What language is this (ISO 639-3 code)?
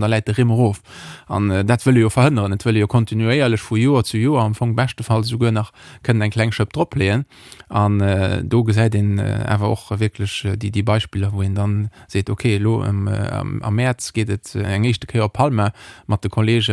ltz